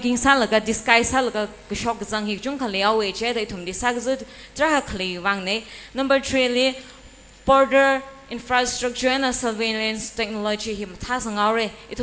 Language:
Tangkhul Naga (India)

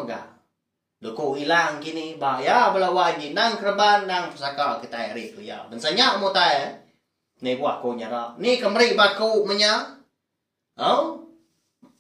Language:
Iban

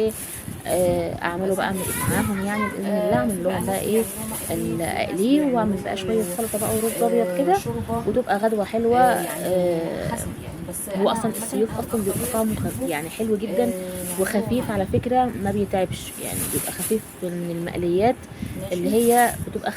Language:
Egyptian Arabic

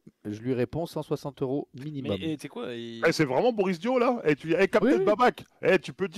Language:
French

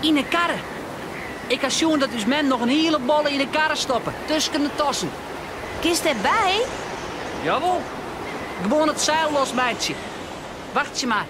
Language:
Western Frisian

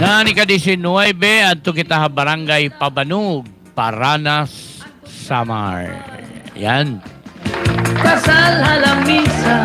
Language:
Waray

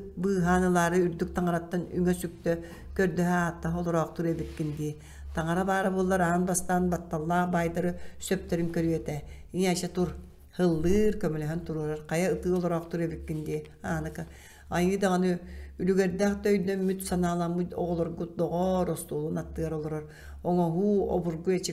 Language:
Yakut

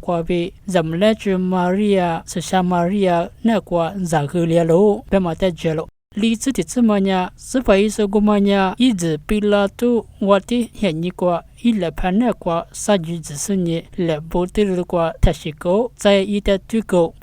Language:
Lisu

